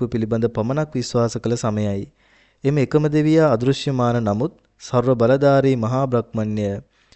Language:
Sinhala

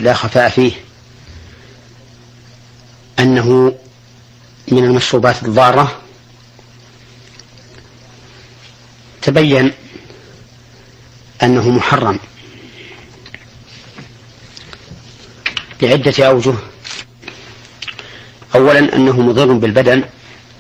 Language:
Arabic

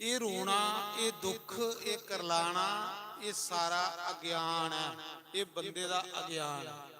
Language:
Dogri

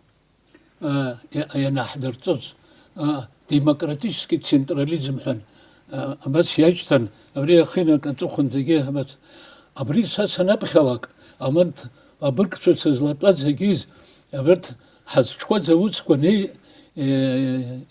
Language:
Abkhazian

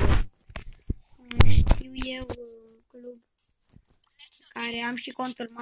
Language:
Romanian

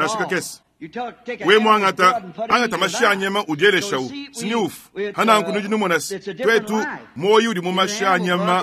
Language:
Luba-Lulua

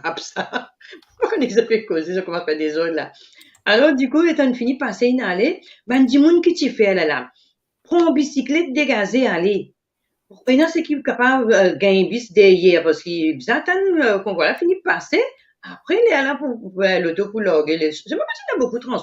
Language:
Morisyen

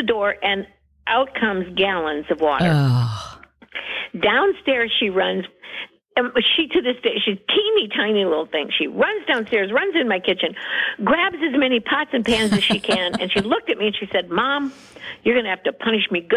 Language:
English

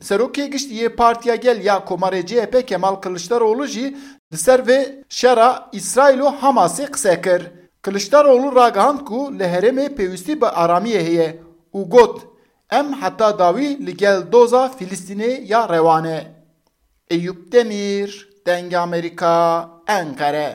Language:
Kurdish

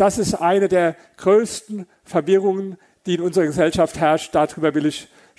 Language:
German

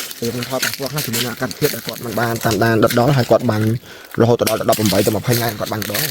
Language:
Khmer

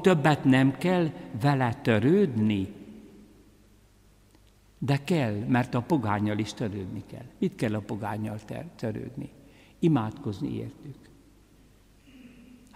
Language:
Hungarian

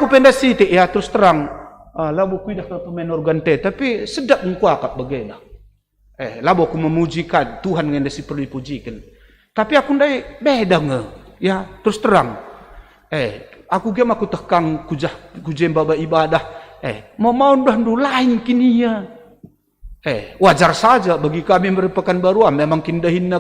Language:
Batak Karo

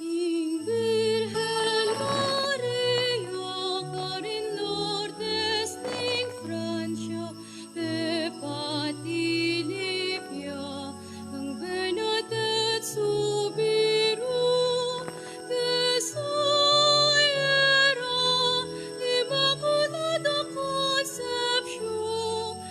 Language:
Pampanga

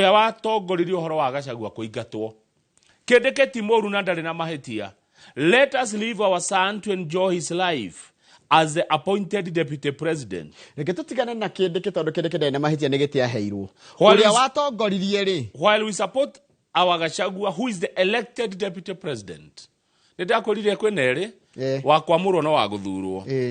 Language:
Kikuyu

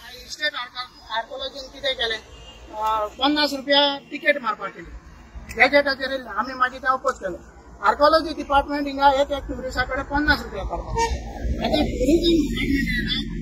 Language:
Konkani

